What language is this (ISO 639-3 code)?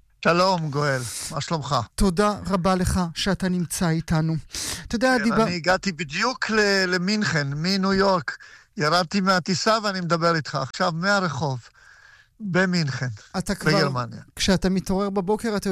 heb